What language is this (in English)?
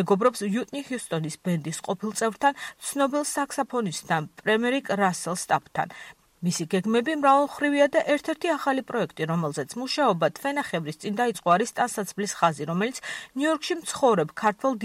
Georgian